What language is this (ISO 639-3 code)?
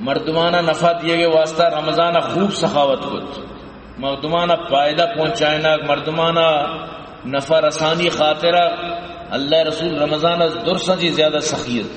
bal